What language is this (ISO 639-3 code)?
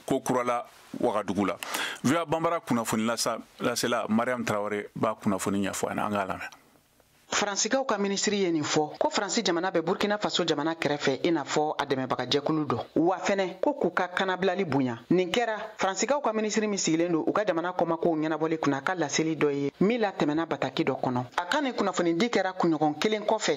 bam